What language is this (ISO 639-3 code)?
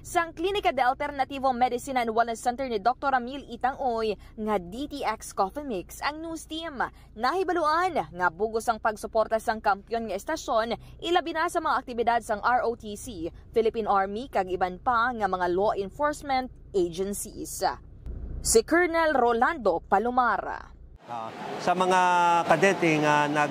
hil